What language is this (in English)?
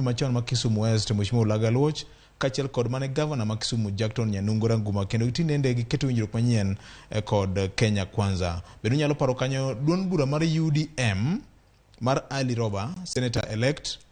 Luo (Kenya and Tanzania)